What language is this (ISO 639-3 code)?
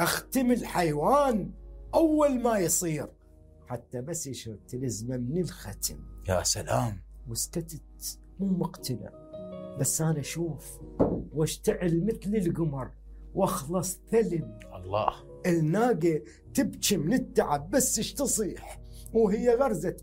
acm